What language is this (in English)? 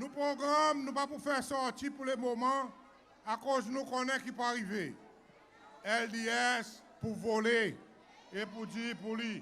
Seselwa Creole French